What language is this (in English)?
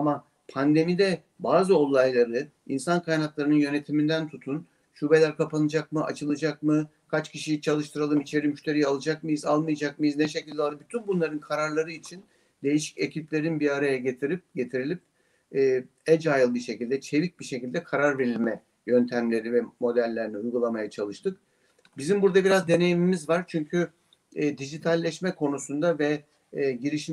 Turkish